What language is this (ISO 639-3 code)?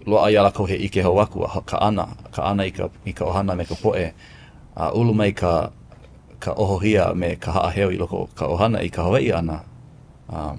haw